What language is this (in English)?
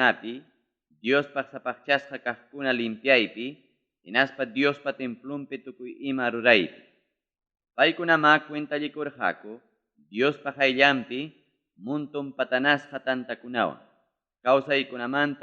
Ayacucho Quechua